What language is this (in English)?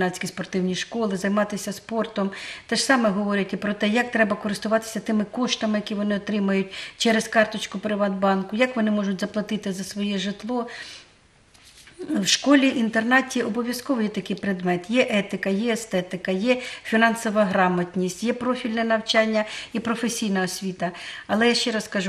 Ukrainian